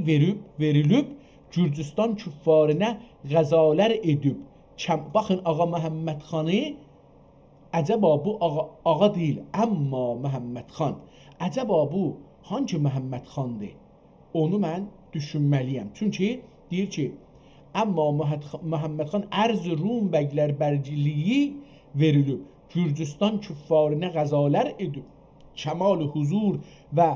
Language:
South Azerbaijani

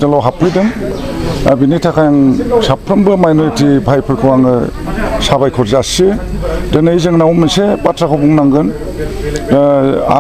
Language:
Bodo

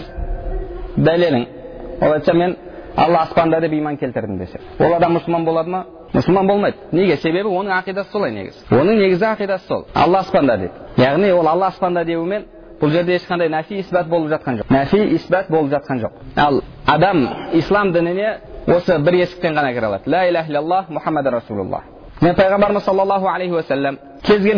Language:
Kazakh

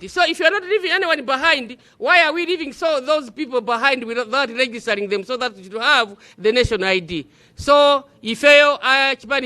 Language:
Nyanja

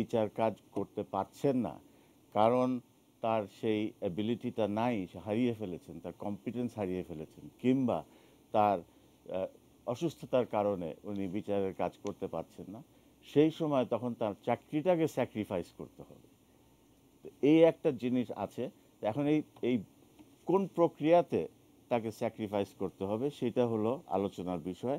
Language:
Bangla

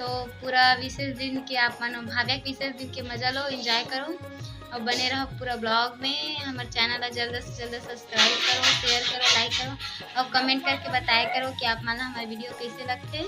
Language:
Chhattisgarhi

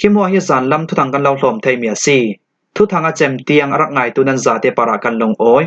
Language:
Falam Chin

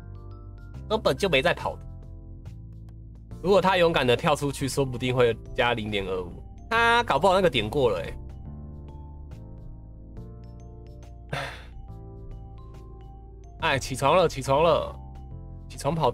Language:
Chinese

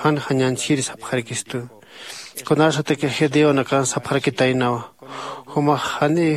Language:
Aymara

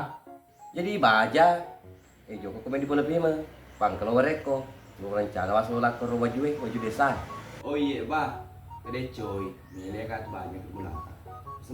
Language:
Buginese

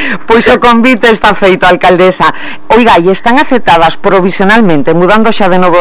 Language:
Galician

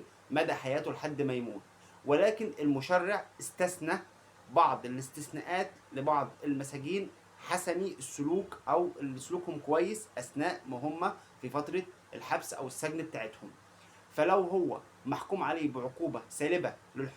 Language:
Egyptian Arabic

